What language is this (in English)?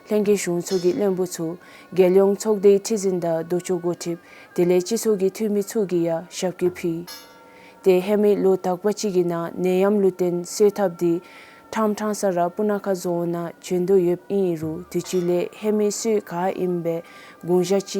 Dzongkha